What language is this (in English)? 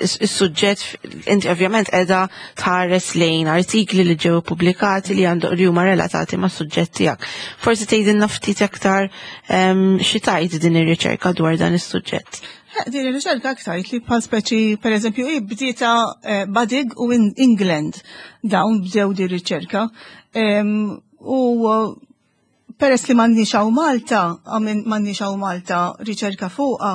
Maltese